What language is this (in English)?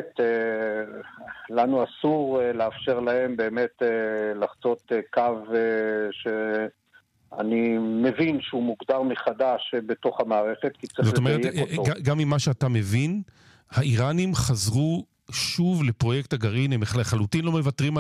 Hebrew